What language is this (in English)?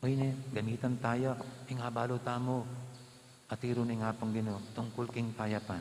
Pampanga